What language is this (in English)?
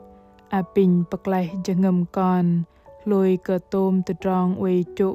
Bahnar